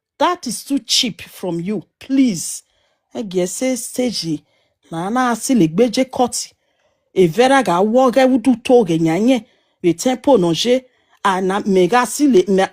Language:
Nigerian Pidgin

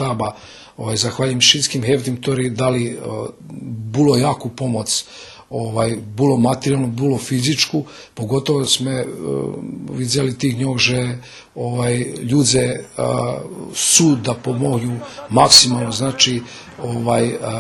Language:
Rusyn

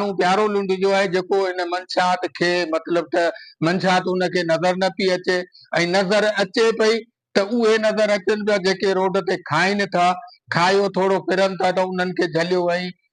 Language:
Sindhi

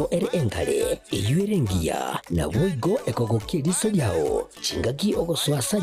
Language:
Gusii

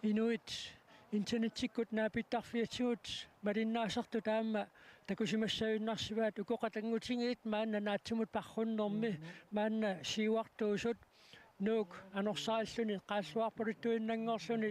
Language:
Kalaallisut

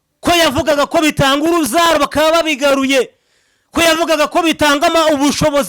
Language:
Kinyarwanda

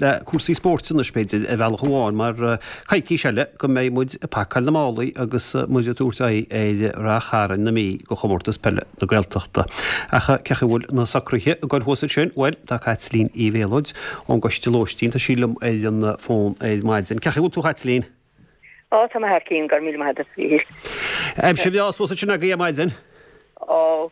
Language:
Irish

